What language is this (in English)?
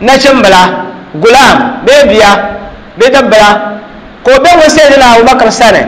Dagbani